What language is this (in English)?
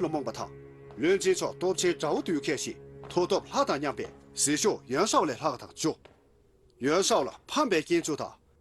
Tibetan